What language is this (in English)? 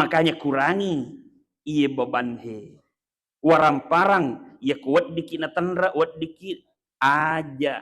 Buginese